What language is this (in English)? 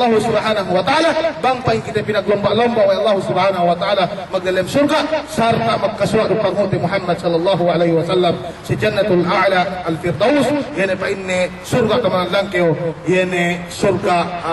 Yakan